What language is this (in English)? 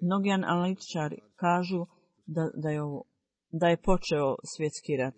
Bosnian